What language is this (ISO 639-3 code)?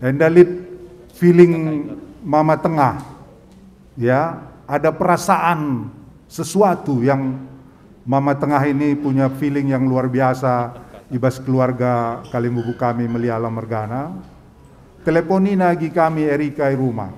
btx